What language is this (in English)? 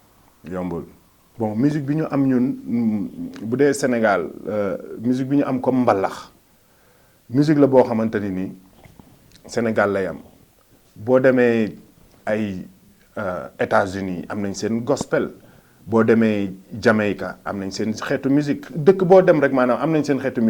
Wolof